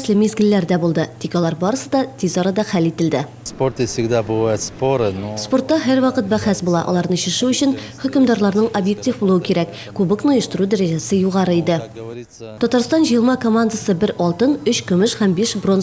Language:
Tatar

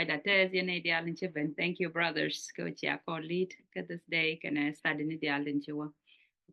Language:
Nuer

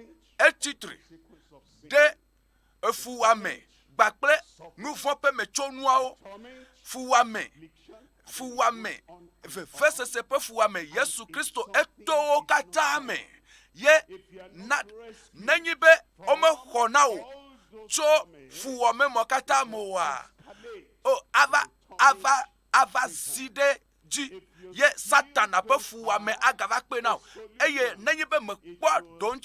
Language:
Ewe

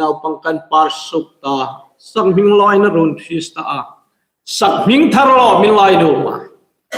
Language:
Hmar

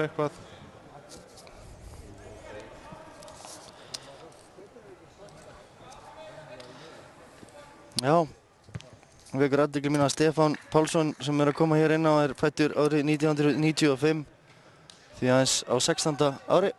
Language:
Icelandic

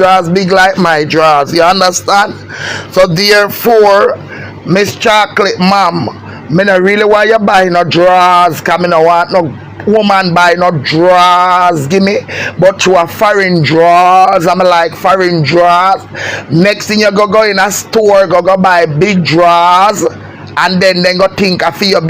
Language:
Jamaican Creole English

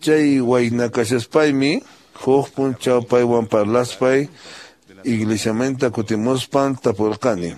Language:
Quechua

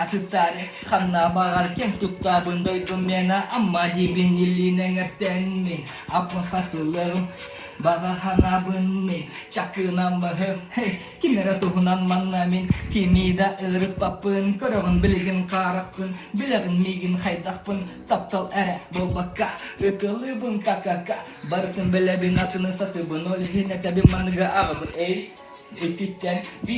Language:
Yakut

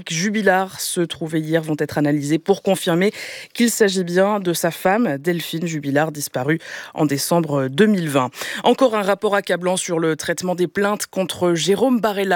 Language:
French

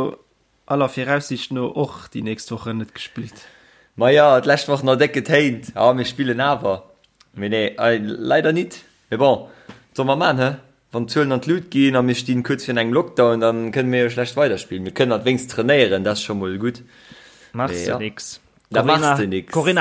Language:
Luxembourgish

